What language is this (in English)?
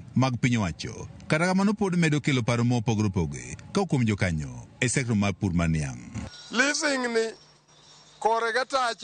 Luo (Kenya and Tanzania)